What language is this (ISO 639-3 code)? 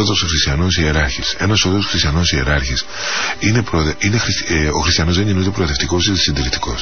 ell